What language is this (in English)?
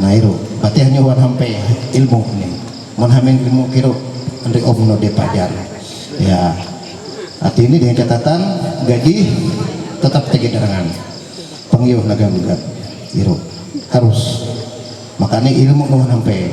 Ma'anyan